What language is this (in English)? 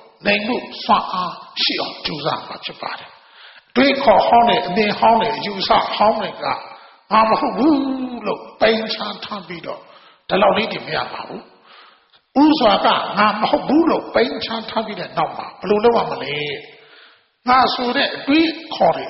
Burmese